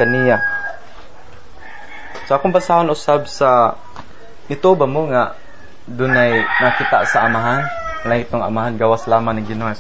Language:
Cebuano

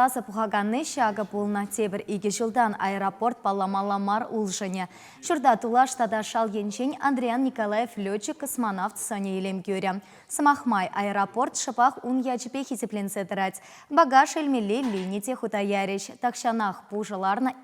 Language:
Chuvash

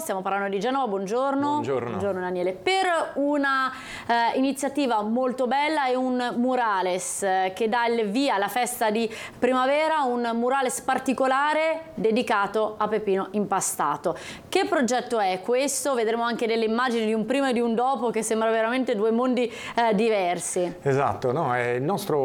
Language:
Italian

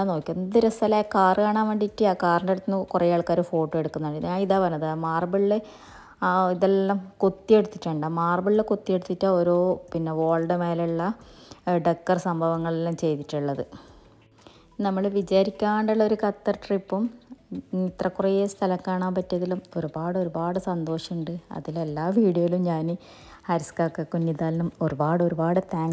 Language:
Malayalam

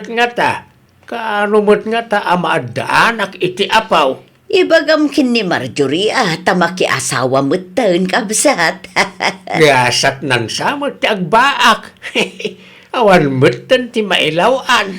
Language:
Iloko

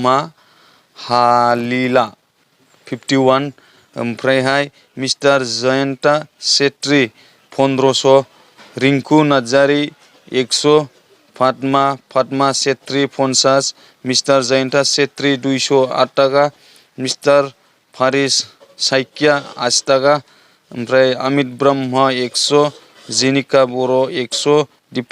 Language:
Bodo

